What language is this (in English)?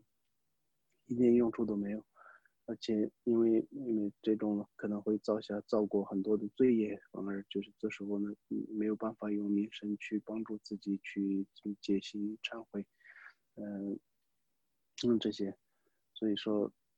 Chinese